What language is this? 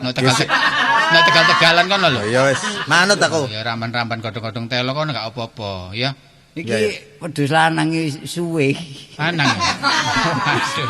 Javanese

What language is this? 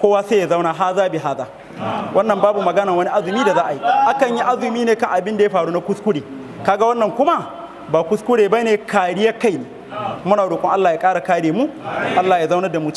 Hausa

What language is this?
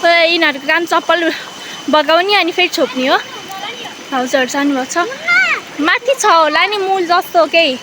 Nepali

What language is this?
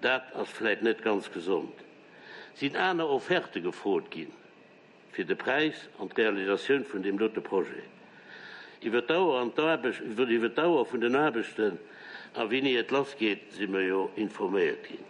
Luxembourgish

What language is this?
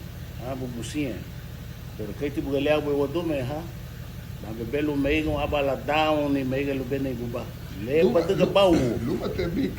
Garifuna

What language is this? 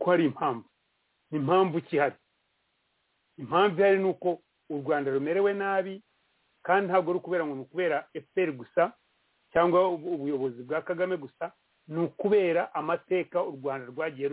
Kinyarwanda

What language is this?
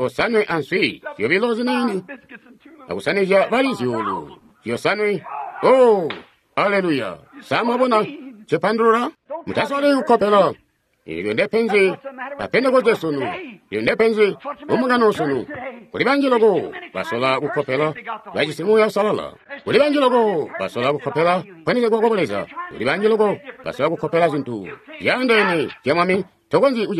Tonga (Zambia)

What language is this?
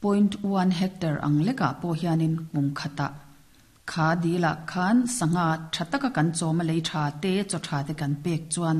Mizo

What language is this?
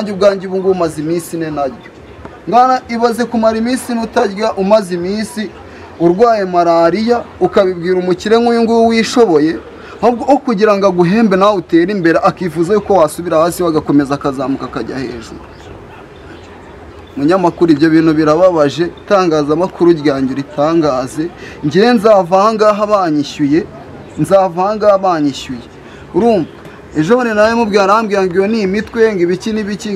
Kinyarwanda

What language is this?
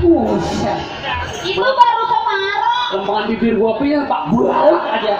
Betawi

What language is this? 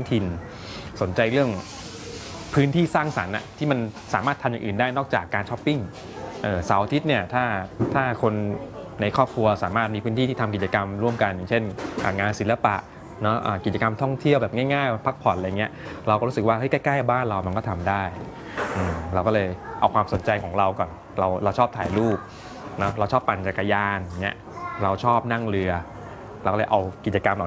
Thai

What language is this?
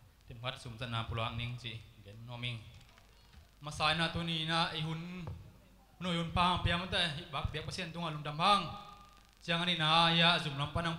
Tedim Chin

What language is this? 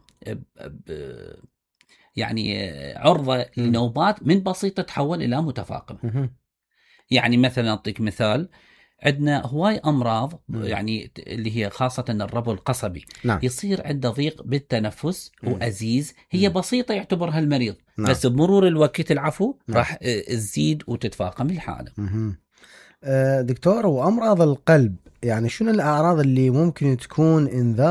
Mesopotamian Arabic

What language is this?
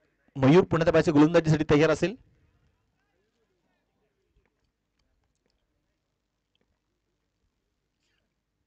Marathi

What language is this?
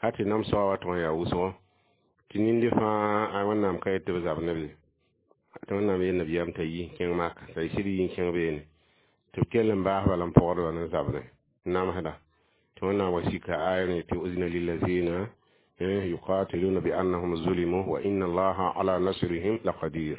Mossi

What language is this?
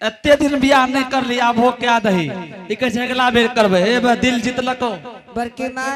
Angika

